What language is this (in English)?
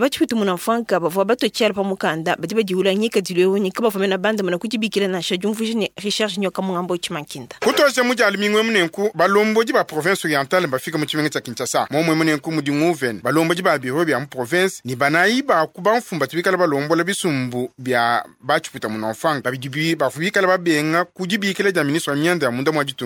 Luba-Lulua